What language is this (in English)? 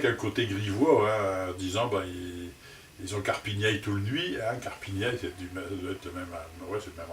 Picard